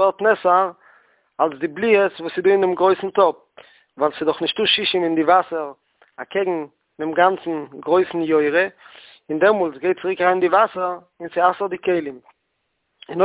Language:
Yiddish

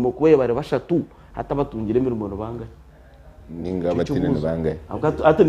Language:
Nyankole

